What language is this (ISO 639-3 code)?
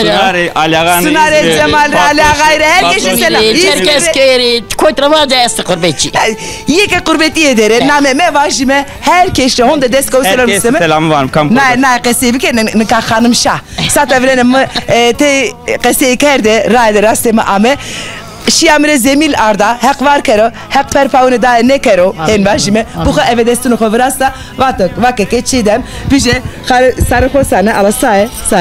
zza